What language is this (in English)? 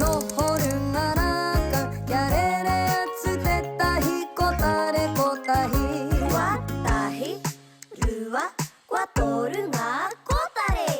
Māori